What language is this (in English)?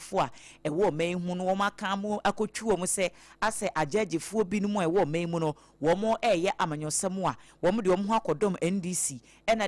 Akan